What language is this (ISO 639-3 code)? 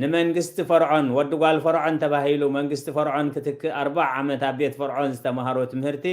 tir